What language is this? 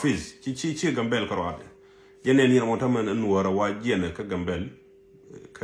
Nuer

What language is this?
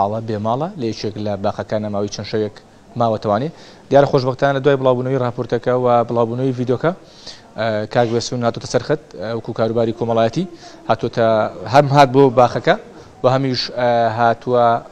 Central Kurdish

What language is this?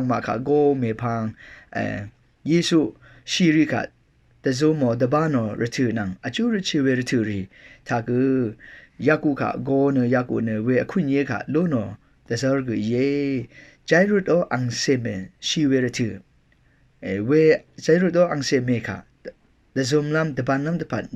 Rawang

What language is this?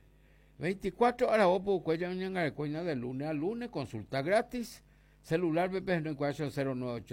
Guarani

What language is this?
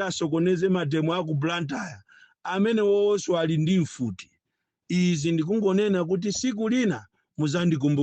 Nyanja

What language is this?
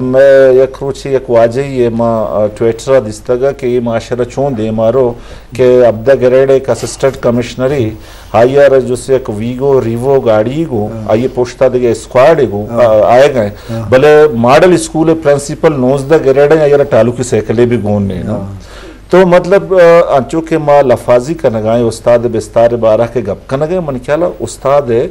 Eastern Balochi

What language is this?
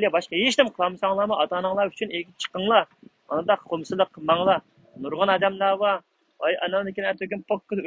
Uyghur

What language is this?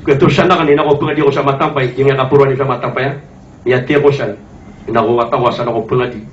Maranao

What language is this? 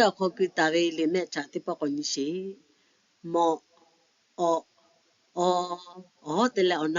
Lahu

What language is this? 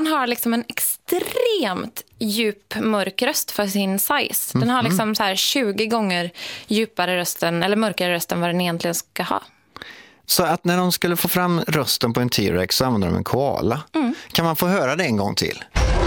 Swedish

